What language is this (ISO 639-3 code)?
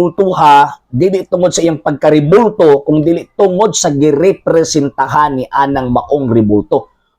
ceb